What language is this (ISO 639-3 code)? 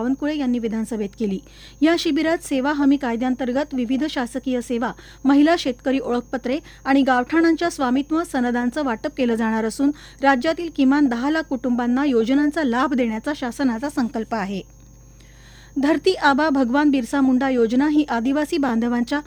mar